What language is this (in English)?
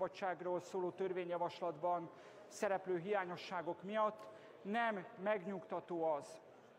Hungarian